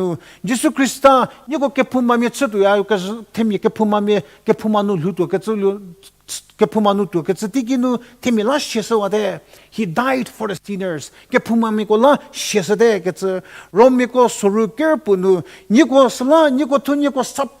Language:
Angami Naga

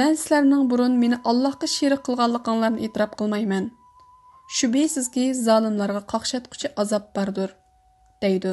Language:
Uyghur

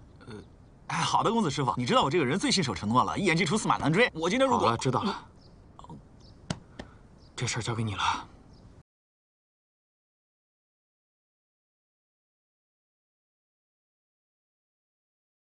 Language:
Chinese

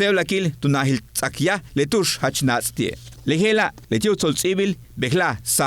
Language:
Yucateco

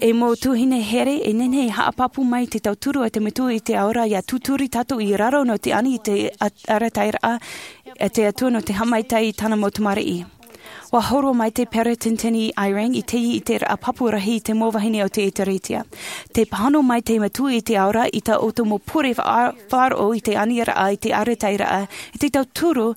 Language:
Tahitian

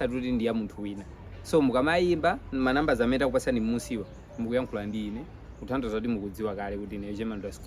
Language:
Nyanja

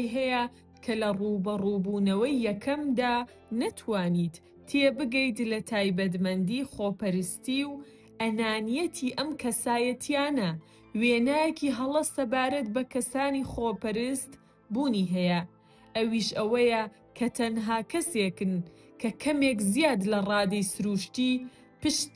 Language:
Central Kurdish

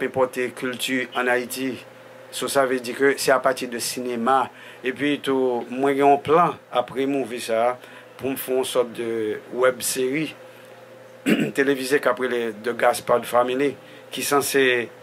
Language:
Haitian Creole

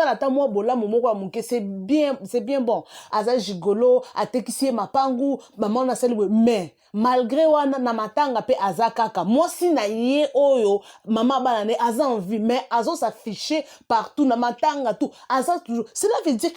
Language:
Lingala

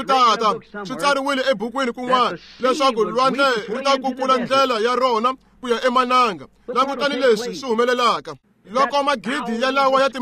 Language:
Tsonga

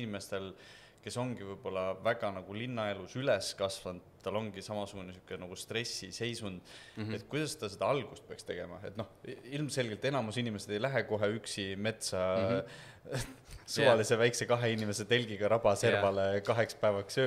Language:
Estonian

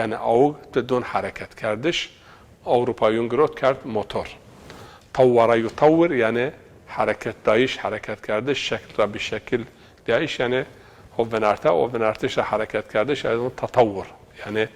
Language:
Zaza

